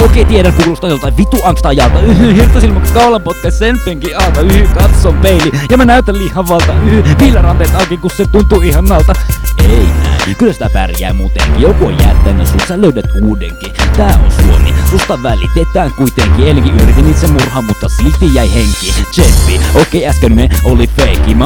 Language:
Finnish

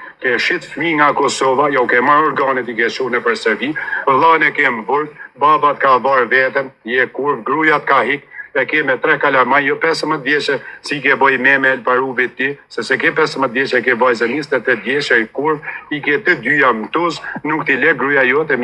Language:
Albanian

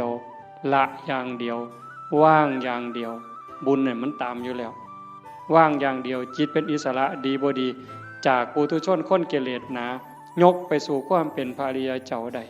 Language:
Northeastern Thai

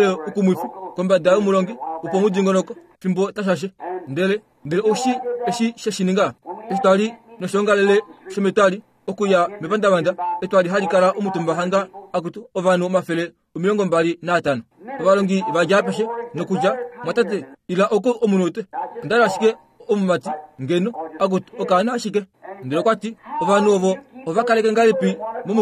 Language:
Kuanyama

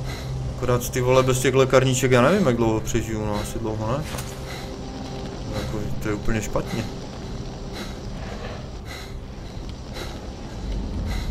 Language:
Czech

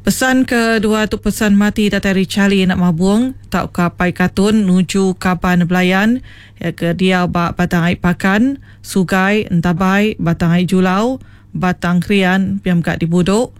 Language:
Iban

